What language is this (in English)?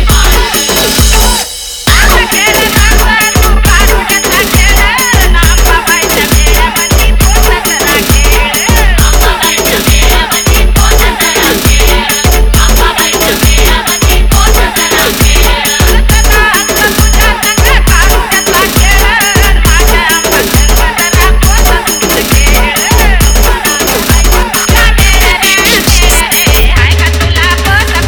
Marathi